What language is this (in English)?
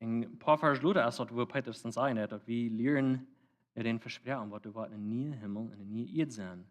Plautdietsch